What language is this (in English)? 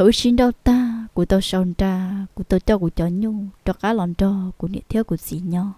Hmong